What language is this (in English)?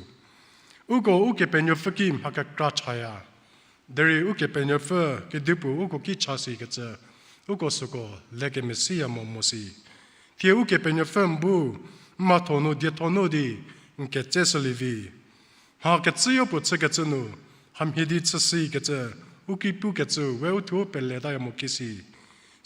Angami Naga